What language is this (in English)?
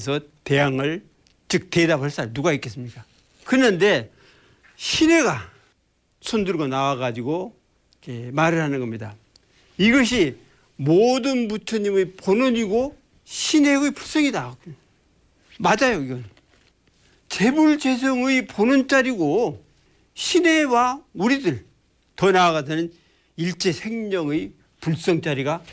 Korean